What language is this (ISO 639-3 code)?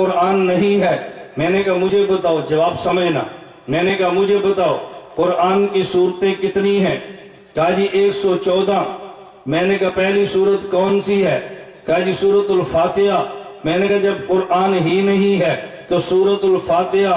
urd